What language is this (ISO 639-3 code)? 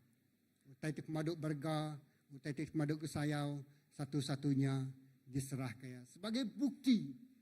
iba